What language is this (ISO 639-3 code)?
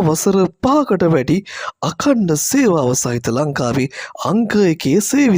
sin